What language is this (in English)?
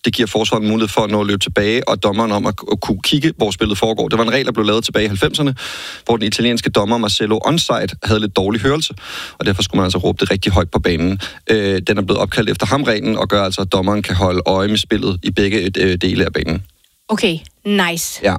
Danish